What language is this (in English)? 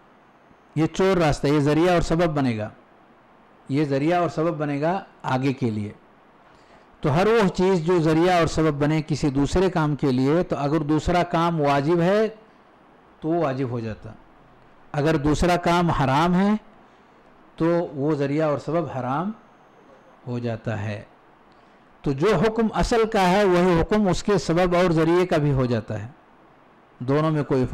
Urdu